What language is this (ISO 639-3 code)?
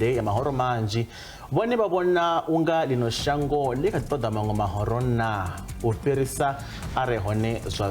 ven